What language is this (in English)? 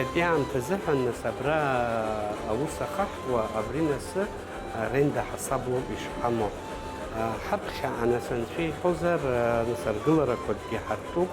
Abkhazian